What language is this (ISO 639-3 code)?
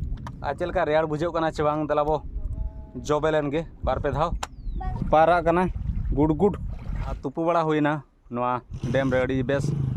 sat